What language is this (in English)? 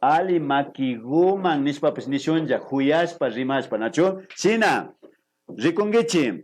Imbabura Highland Quichua